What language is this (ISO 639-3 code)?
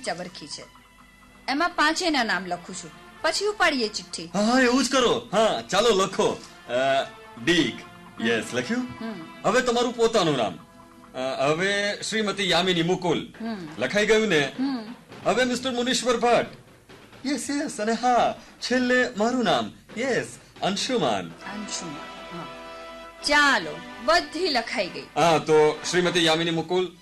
guj